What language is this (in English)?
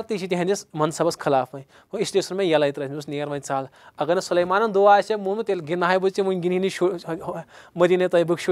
Kashmiri